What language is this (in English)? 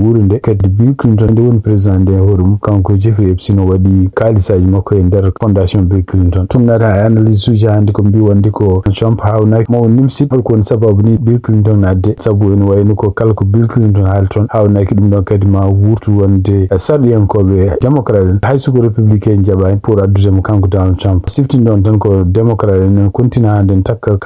Fula